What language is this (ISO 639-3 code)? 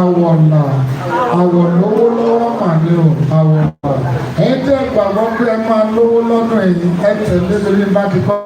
yor